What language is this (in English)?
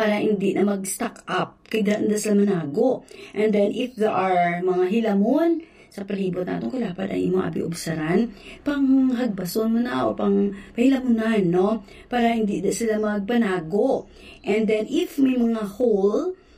Hiligaynon